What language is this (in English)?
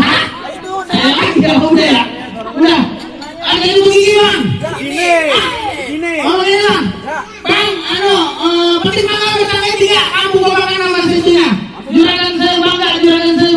Betawi